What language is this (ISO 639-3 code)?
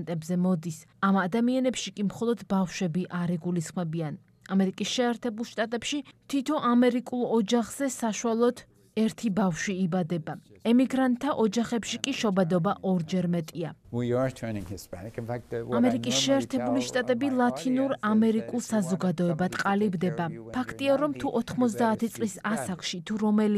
kat